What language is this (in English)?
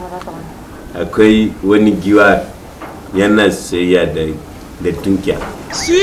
Hausa